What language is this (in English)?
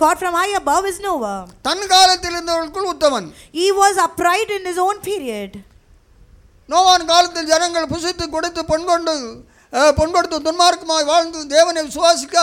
Tamil